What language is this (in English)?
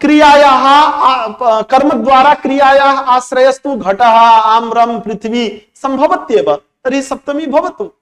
Sanskrit